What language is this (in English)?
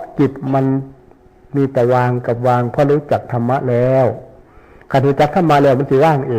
Northeastern Thai